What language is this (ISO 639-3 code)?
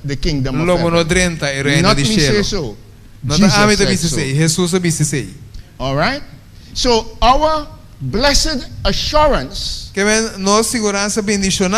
pap